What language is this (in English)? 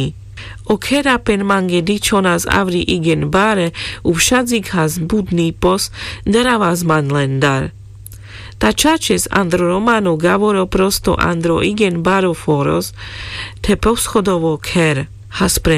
Carpathian Romani